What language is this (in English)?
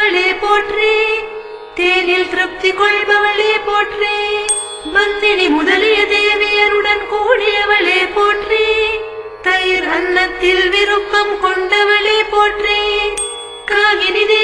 Tamil